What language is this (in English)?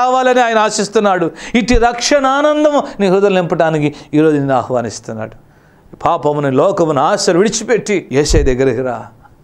Telugu